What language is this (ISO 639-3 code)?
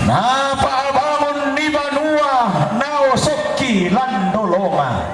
sda